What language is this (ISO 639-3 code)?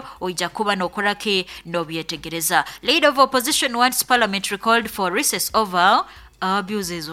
nyo